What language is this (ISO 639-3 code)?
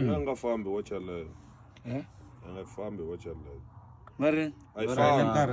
tso